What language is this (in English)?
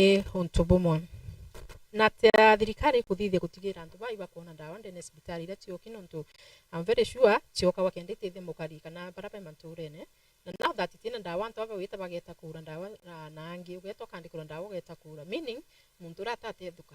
Meru